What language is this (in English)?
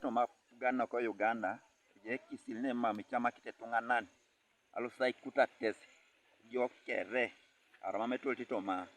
Teso